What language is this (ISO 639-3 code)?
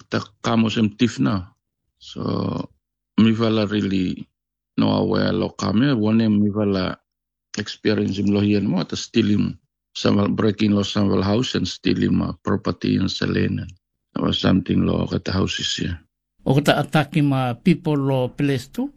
tpi